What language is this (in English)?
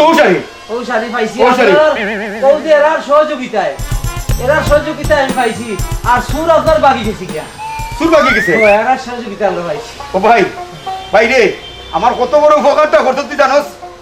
Sylheti